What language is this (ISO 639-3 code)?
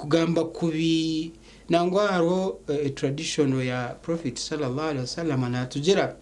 nyn